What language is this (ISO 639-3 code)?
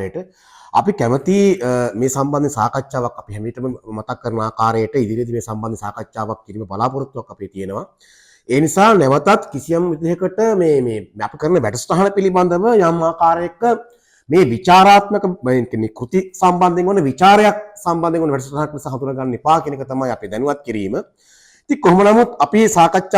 sin